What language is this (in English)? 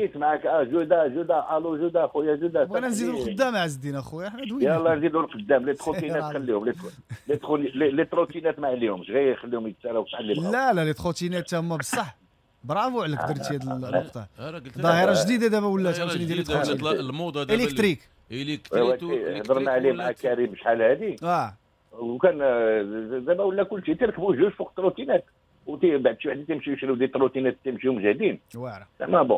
Moroccan Arabic